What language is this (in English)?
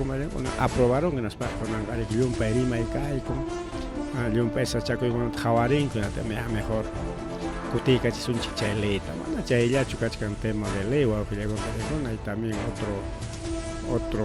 Ayacucho Quechua